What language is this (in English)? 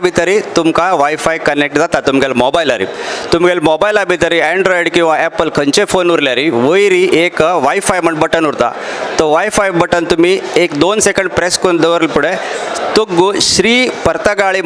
Konkani